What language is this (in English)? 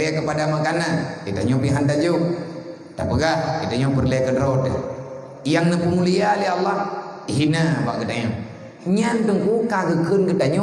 Achinese